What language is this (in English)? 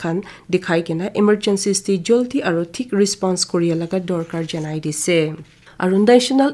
Naga Pidgin